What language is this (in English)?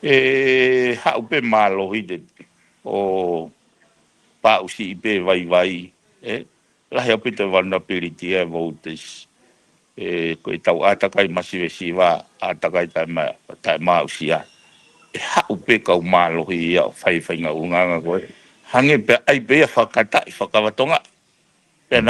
Tongan